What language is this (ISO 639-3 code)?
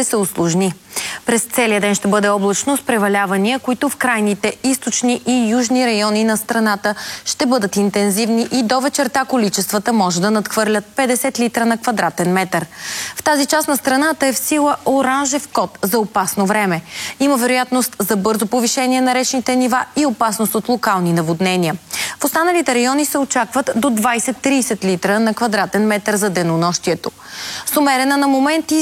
bul